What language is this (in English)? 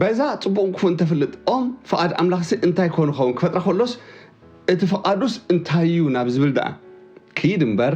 Tigrinya